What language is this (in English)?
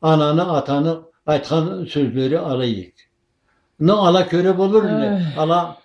Karachay-Balkar